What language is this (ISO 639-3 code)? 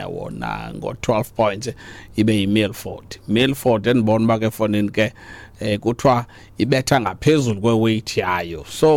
xho